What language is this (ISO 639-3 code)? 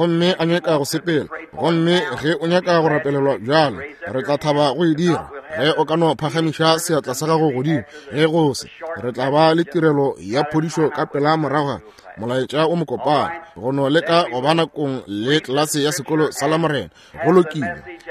nso